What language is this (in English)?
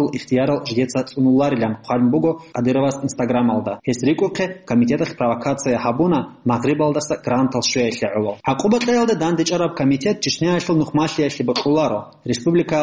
Avaric